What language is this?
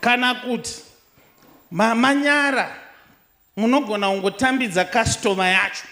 Shona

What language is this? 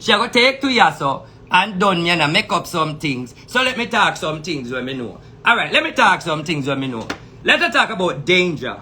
Jamaican Creole English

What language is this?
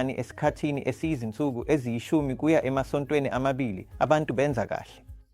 Zulu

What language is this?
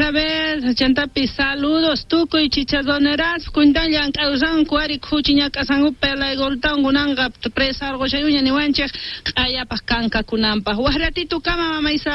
Quechua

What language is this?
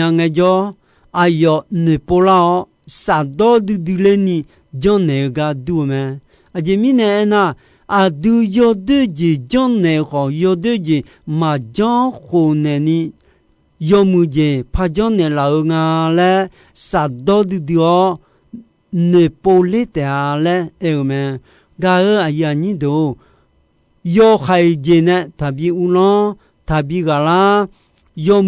Akha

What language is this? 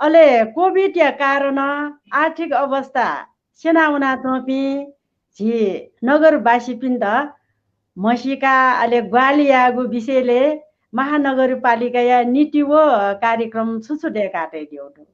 Newari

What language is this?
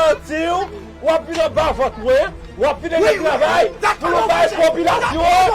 Haitian Creole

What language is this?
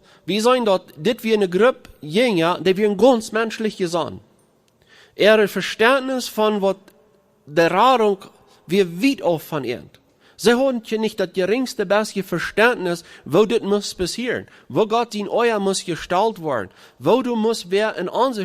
Plautdietsch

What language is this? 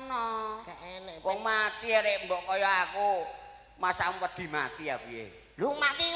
Javanese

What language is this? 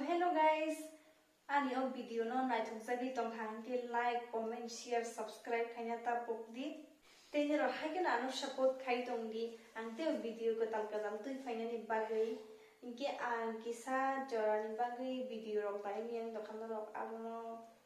Kok Borok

